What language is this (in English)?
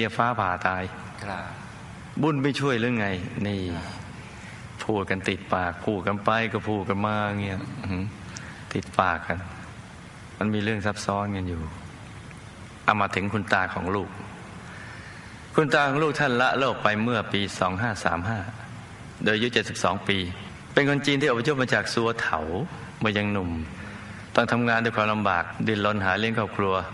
Thai